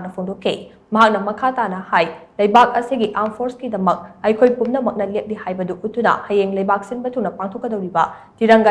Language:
Manipuri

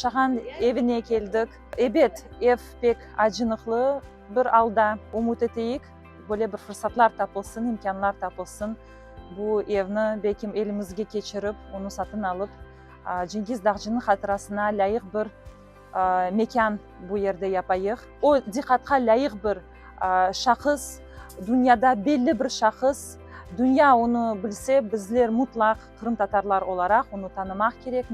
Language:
Crimean Tatar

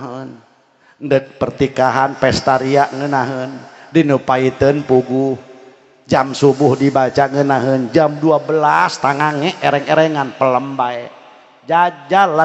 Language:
Sundanese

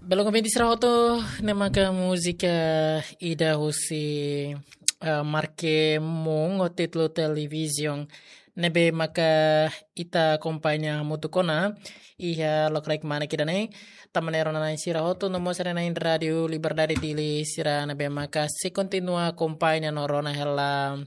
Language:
Tetum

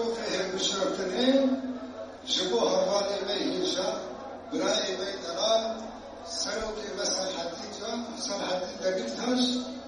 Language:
Kurdish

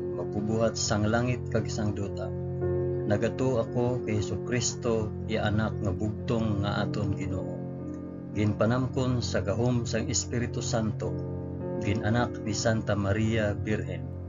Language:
Hiligaynon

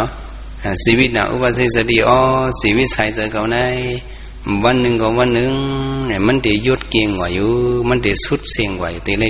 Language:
Shan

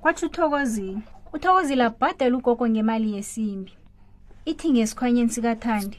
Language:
South Ndebele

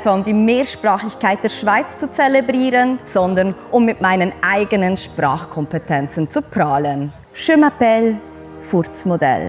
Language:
Swiss German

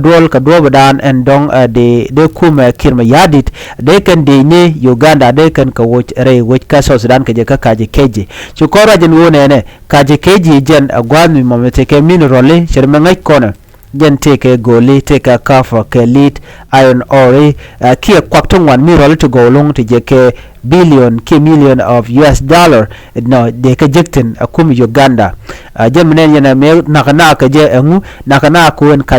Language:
Nuer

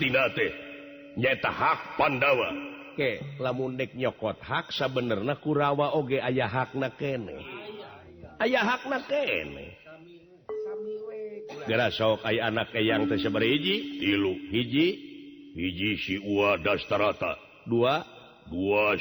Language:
Sundanese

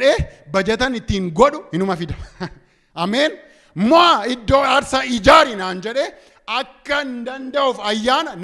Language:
Oromo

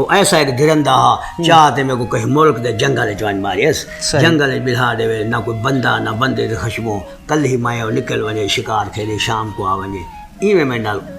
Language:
Saraiki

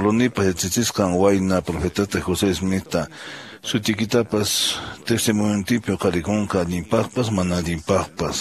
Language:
Quechua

